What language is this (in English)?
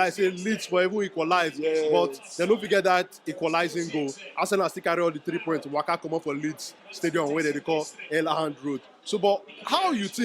Nigerian Pidgin